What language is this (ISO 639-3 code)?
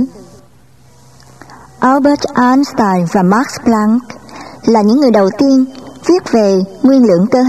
vie